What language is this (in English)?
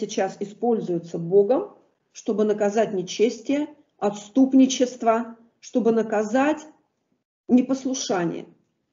Russian